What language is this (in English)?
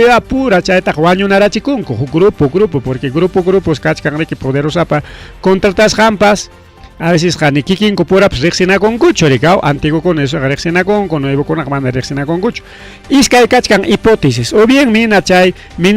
Ayacucho Quechua